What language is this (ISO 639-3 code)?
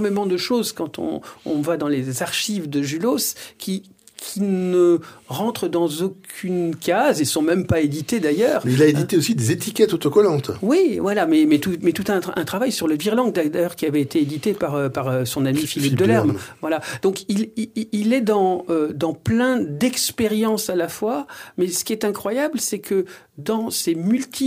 fra